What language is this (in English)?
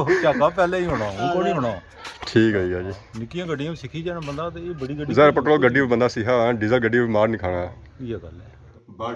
Pahari-Potwari